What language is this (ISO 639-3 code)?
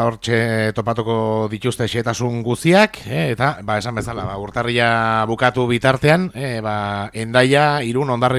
eus